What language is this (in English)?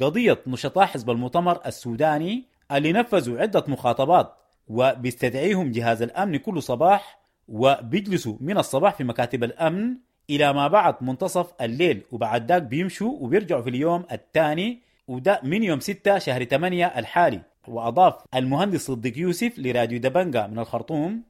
Sudanese Arabic